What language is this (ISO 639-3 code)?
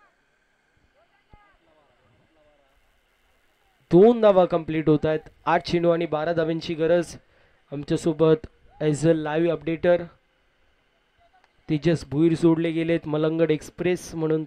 mar